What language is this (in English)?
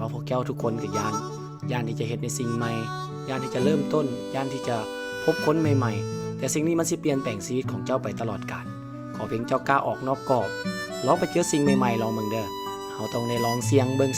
Lao